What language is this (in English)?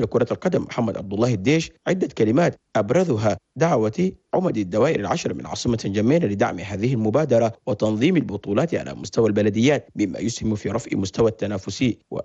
Arabic